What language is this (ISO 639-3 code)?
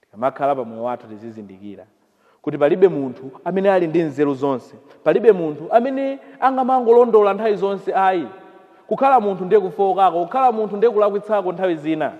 nya